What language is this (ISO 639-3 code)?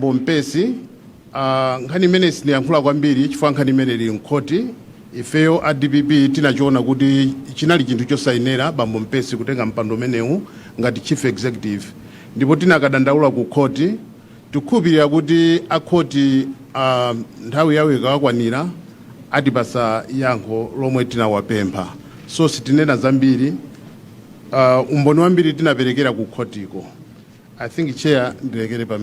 nya